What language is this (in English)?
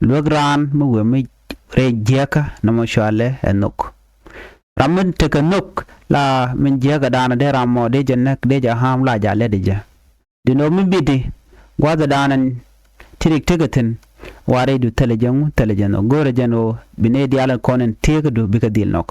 Nuer